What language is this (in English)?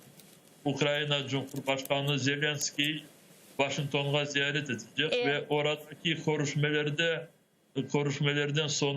Crimean Tatar